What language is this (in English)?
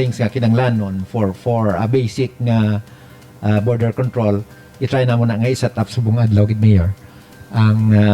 Hiligaynon